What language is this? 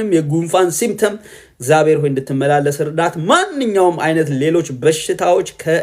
Amharic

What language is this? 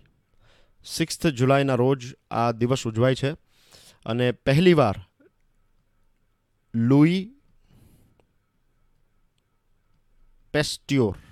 Gujarati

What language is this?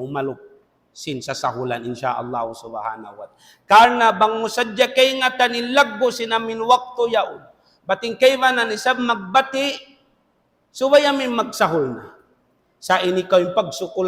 Tausug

